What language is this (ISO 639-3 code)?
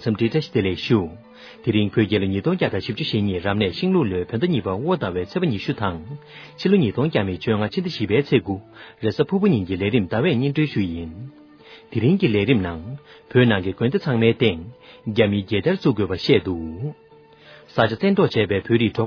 bod